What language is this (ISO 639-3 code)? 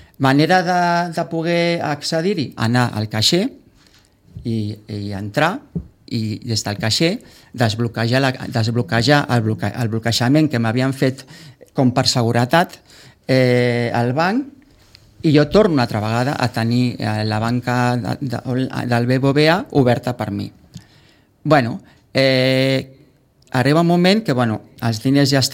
cat